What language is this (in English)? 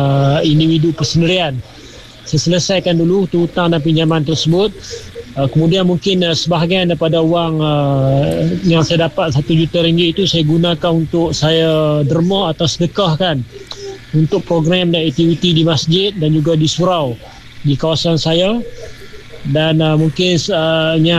Malay